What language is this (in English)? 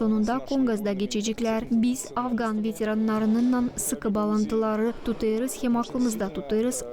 Gagauz